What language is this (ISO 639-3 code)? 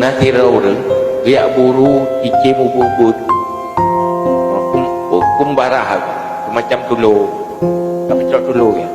ace